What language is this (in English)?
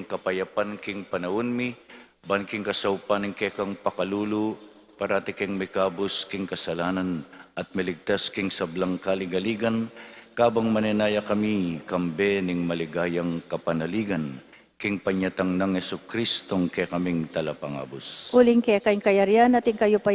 Pampanga